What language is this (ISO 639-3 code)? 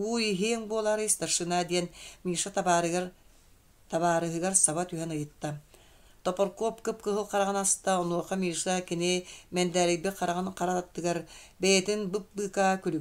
sah